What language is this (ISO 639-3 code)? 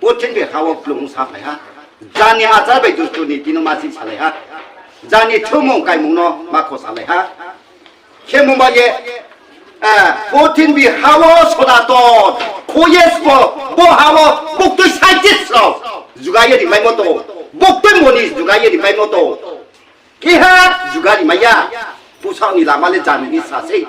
ria